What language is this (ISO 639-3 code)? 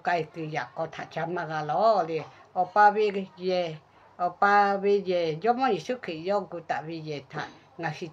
lhu